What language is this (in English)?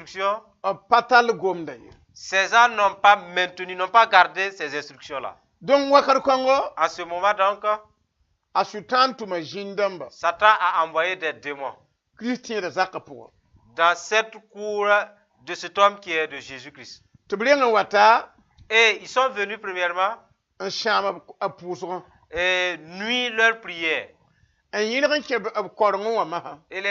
Mossi